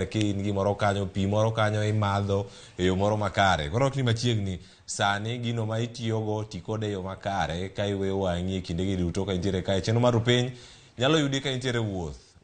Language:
Luo (Kenya and Tanzania)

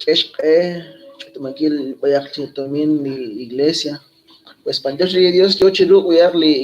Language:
Kekchí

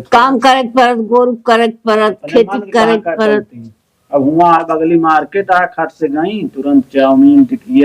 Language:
Awadhi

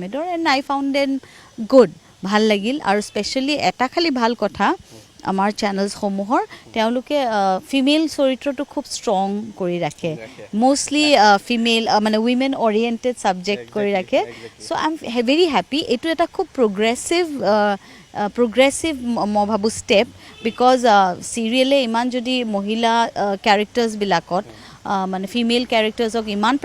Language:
Assamese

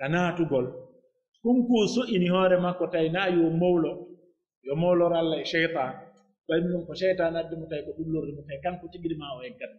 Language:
Pular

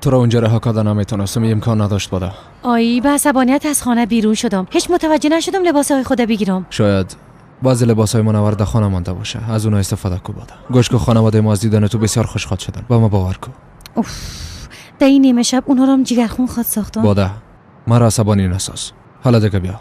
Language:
Persian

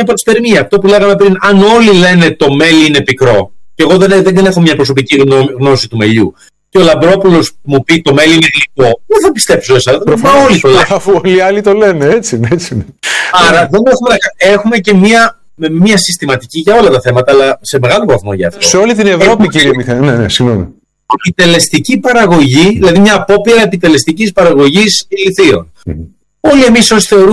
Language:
Greek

